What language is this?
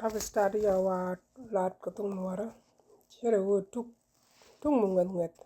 Nuer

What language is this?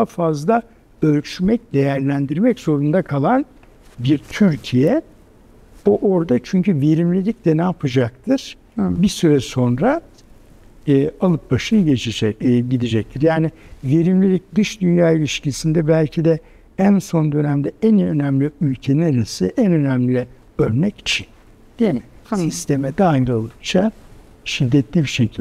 Turkish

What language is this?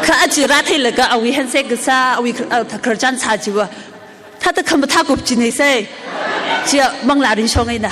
Tangkhul Naga (India)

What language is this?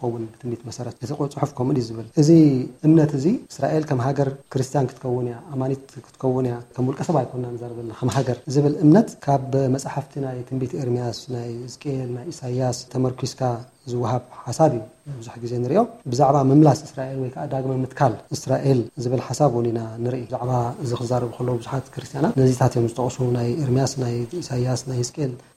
Tigrinya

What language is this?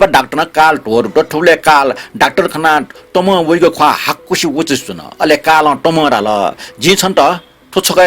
Newari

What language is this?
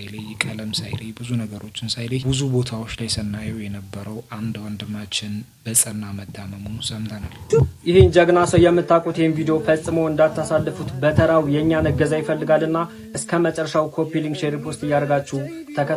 Amharic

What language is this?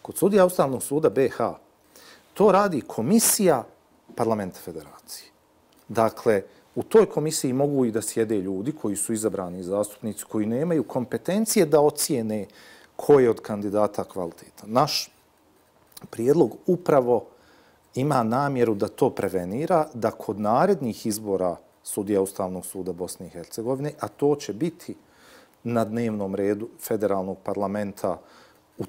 Bosnian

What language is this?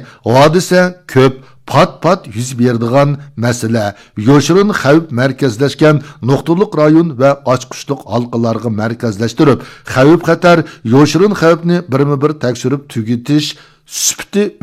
Uyghur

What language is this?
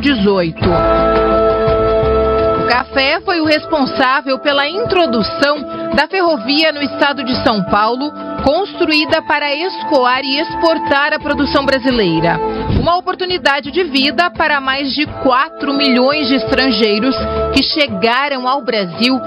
Portuguese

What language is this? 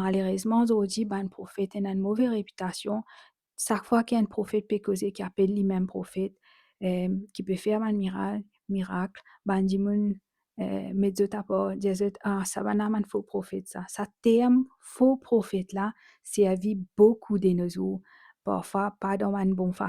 Morisyen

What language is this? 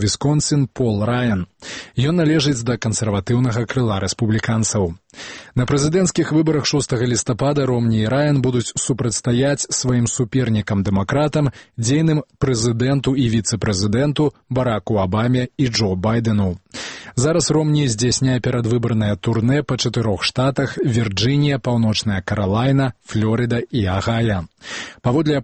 Belarusian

